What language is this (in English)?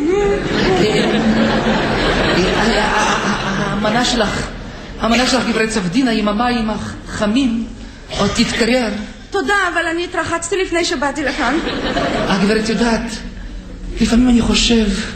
Hebrew